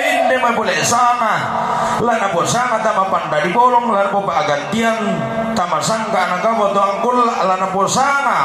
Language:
Toraja-Sa'dan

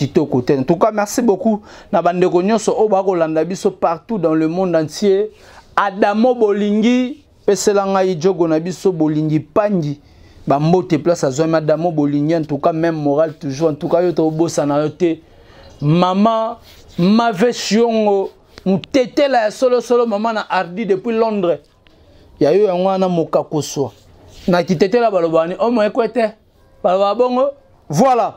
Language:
Lingala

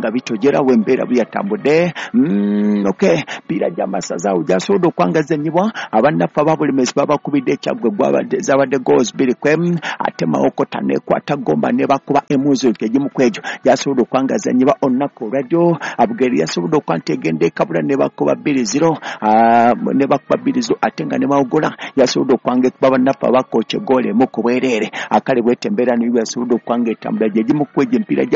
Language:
Ganda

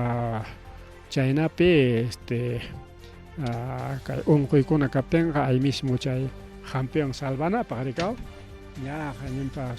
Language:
Ayacucho Quechua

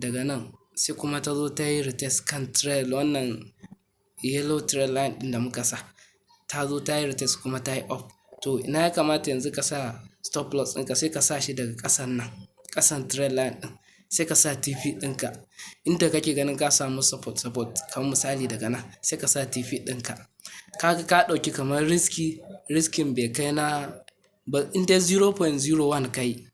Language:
Hausa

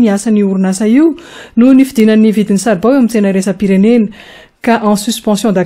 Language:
Malagasy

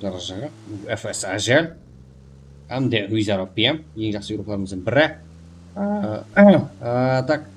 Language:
Kara-Kalpak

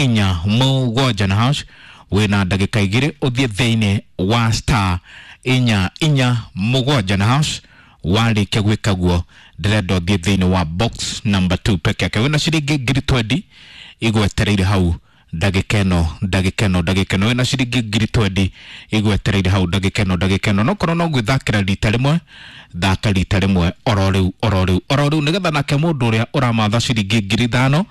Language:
Kikuyu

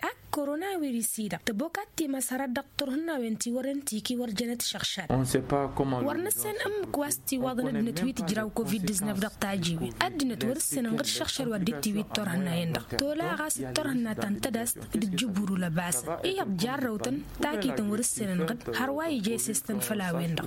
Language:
Tamasheq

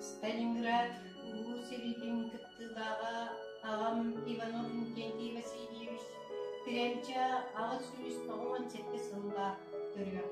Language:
Yakut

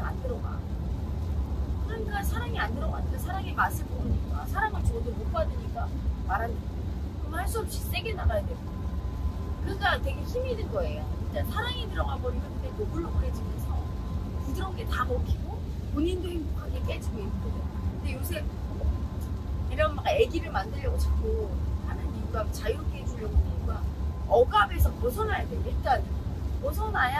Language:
Korean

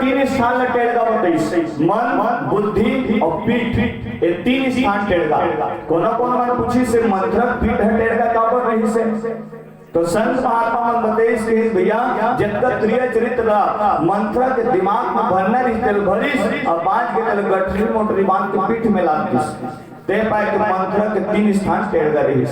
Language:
Chhattisgarhi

